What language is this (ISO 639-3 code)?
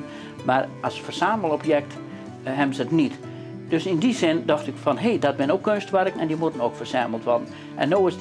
fry